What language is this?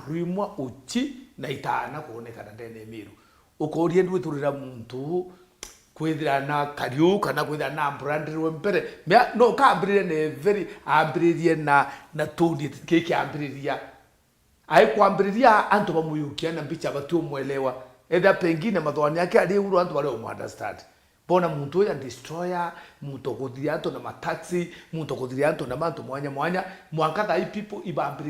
Meru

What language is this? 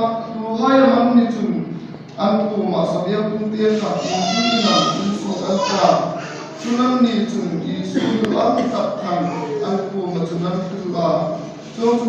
Hmar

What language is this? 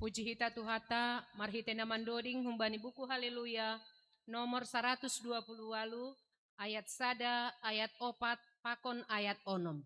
Batak Simalungun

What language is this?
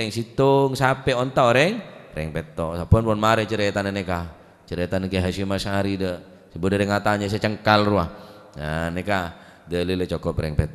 Madurese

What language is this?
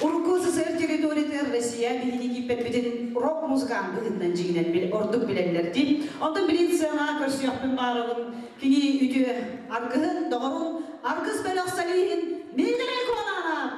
Yakut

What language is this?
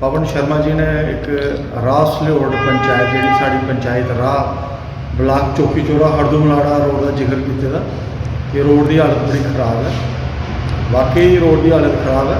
Dogri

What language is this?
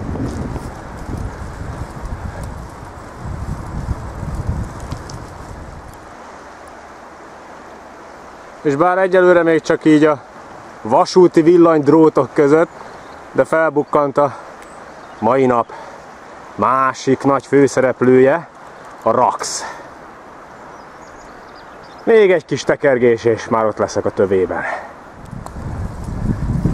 Hungarian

